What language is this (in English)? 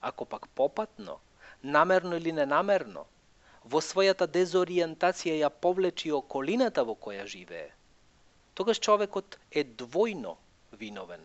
Macedonian